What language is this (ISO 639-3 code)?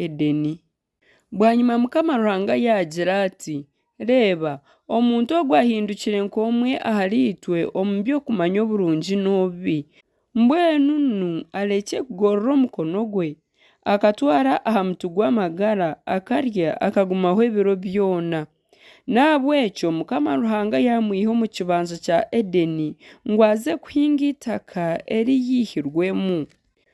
nyn